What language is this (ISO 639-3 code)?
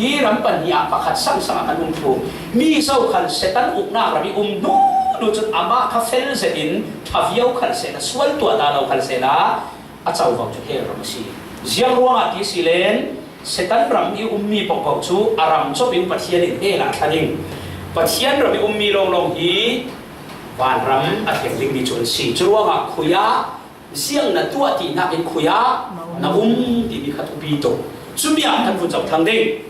cfm